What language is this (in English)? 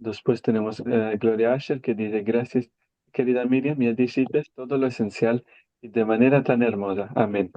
Ladino